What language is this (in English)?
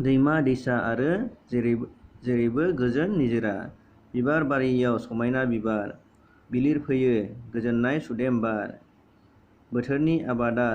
Bodo